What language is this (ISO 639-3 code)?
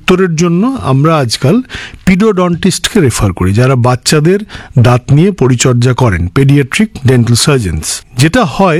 ben